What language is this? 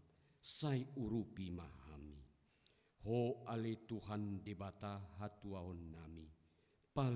Batak Toba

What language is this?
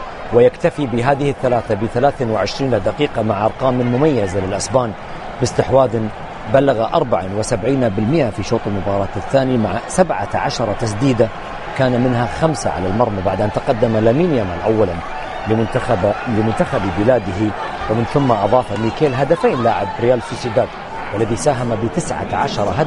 Arabic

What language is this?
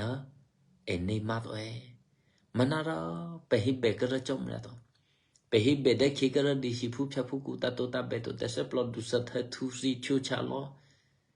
Eastern Kayah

